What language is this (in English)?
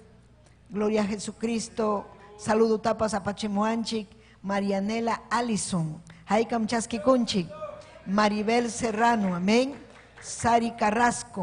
Ayacucho Quechua